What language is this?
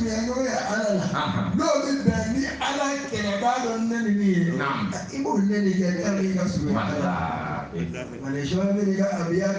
Bambara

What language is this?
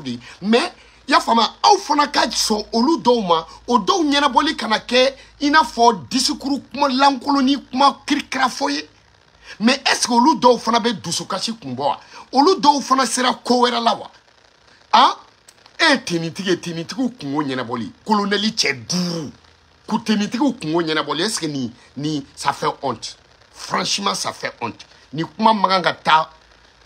Bambara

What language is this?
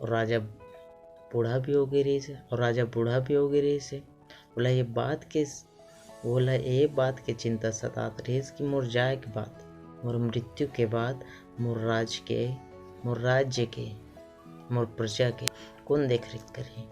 Chhattisgarhi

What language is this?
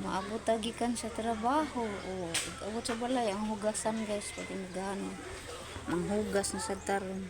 Cebuano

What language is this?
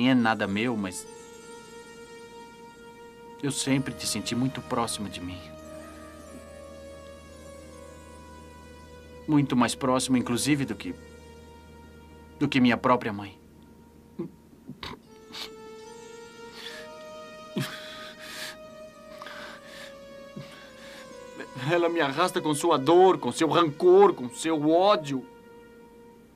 Portuguese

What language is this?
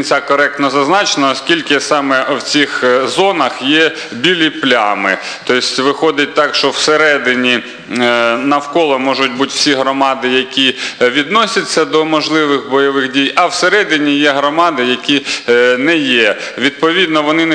Ukrainian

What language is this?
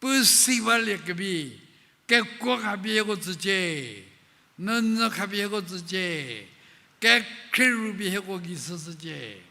Angami Naga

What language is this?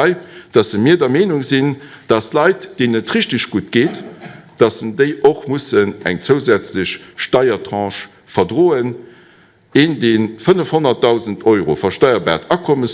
Luxembourgish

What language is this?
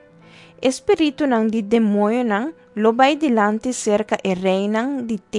Papiamento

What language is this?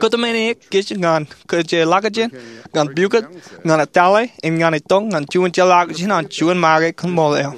Marshallese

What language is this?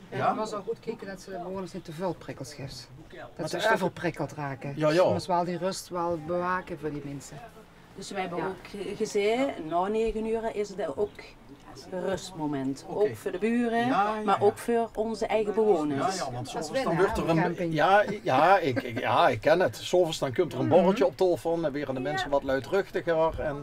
Limburgish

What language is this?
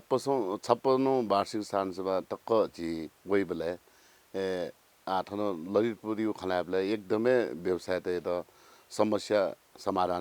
Newari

